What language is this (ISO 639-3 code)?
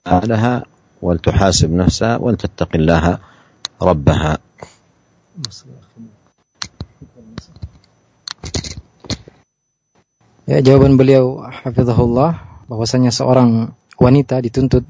ind